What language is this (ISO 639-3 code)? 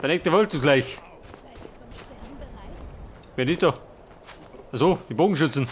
bar